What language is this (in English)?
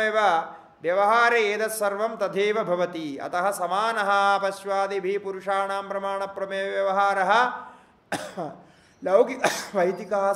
Sanskrit